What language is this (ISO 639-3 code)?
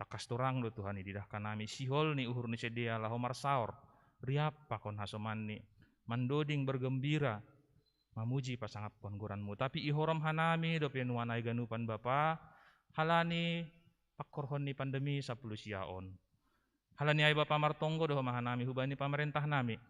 bts